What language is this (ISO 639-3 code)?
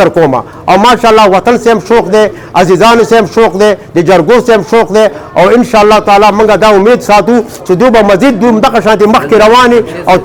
pus